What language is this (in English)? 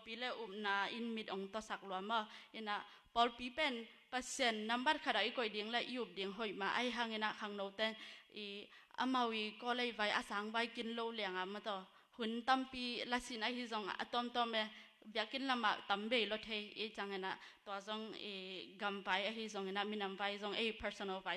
Tedim Chin